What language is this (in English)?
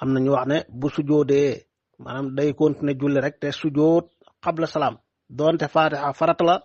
Wolof